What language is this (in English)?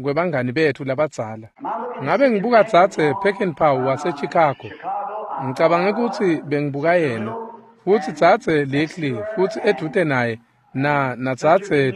Swati